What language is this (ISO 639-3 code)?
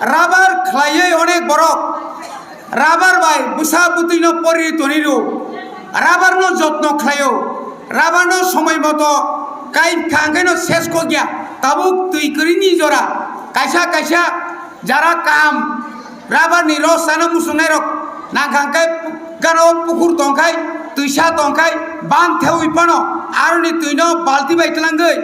trp